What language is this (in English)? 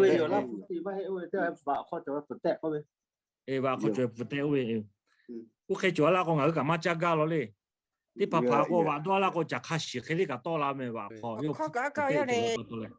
Lahu